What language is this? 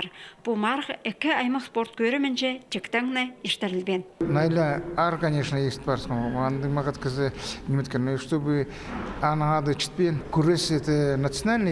Khakas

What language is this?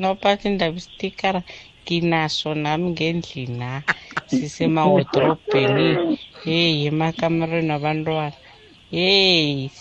South Ndebele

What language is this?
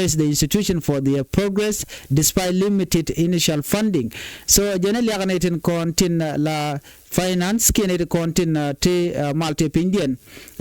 Nuer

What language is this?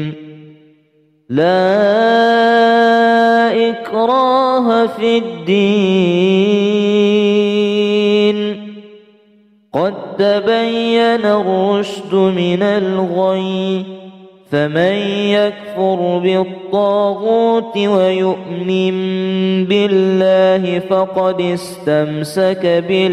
Arabic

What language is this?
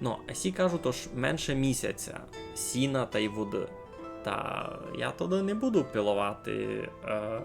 Rusyn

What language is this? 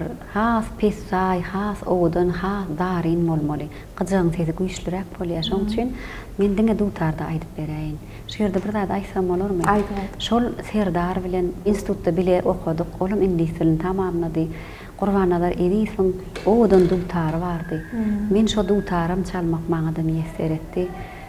Turkmen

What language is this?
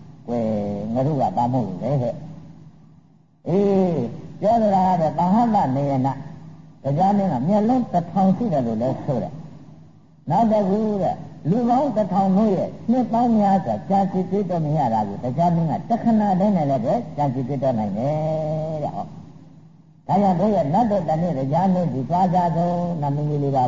Burmese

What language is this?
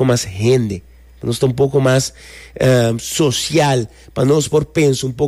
Papiamento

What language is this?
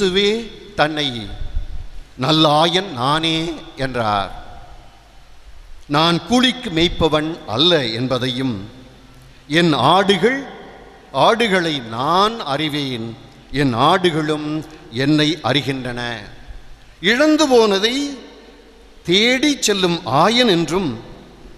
Tamil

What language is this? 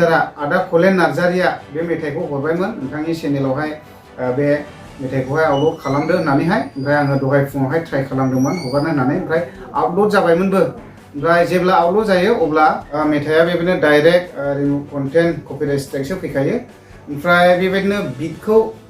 Bodo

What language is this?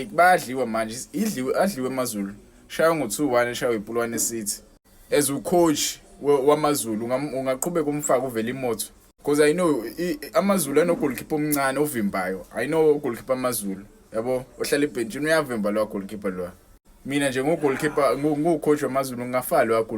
Zulu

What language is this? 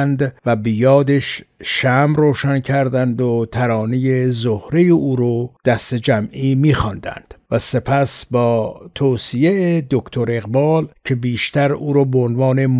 Persian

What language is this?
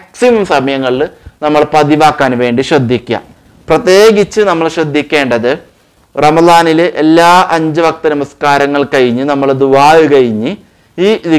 Malayalam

